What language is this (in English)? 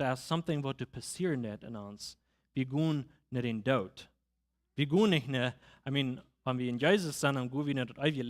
Plautdietsch